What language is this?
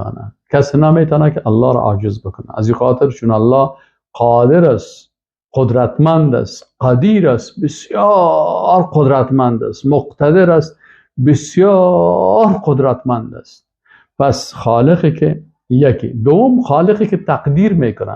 Persian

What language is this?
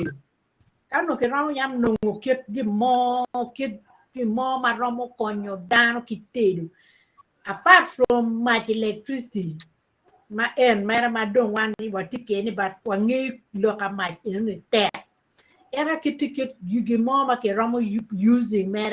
Acoli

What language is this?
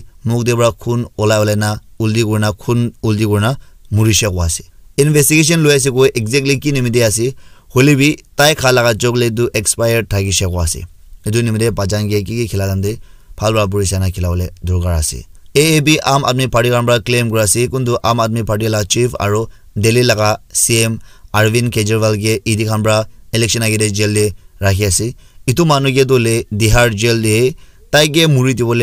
Naga Pidgin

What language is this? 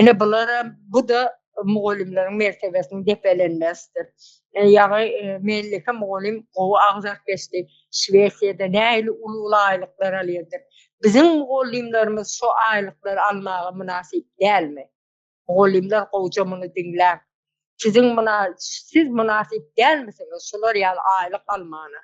Turkmen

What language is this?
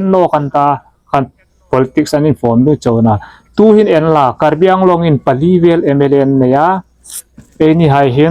Hmar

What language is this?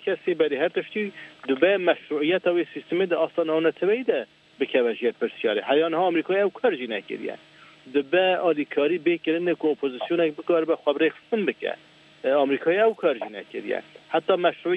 Kurdish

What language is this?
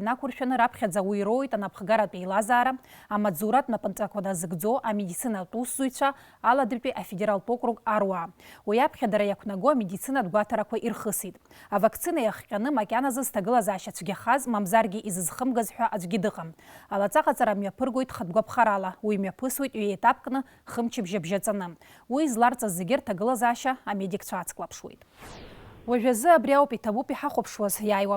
Abkhazian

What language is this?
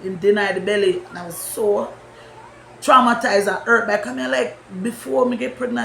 Jamaican Creole English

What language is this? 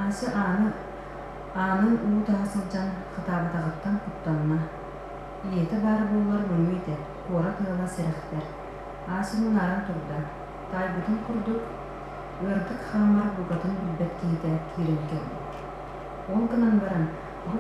Yakut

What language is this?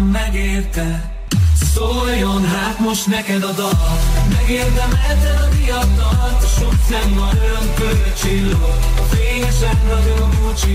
Hungarian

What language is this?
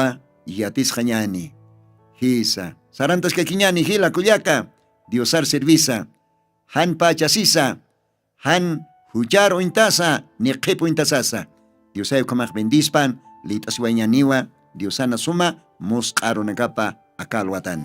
Aymara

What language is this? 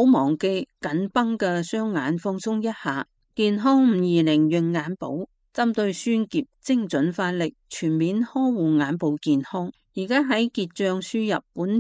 Cantonese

